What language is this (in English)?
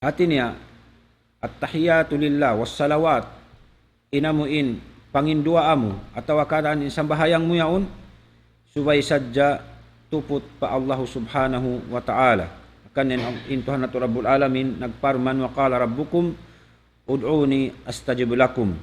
Tausug